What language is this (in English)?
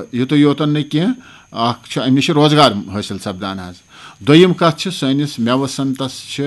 Kashmiri